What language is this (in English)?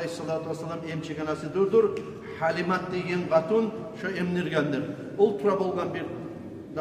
Kumyk